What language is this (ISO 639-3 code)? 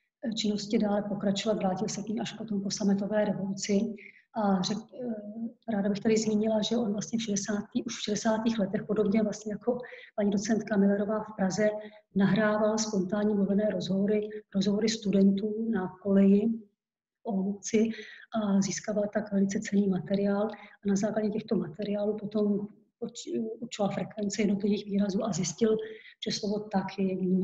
ces